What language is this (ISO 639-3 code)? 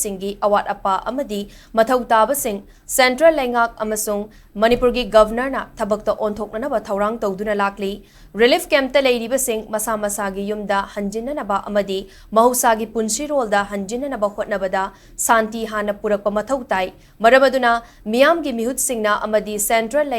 mni